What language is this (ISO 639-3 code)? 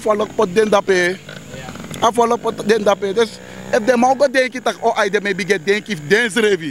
srn